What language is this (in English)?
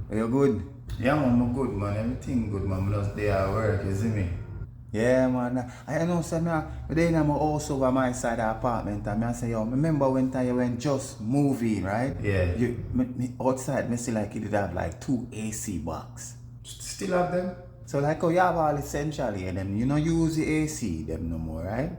Jamaican Creole English